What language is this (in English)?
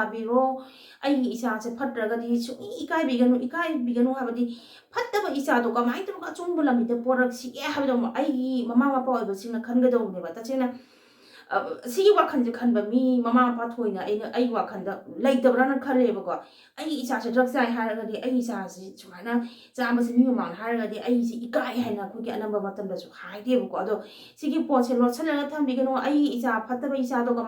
Manipuri